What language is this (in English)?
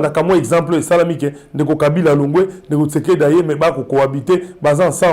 Lingala